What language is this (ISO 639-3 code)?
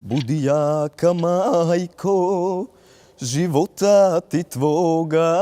bos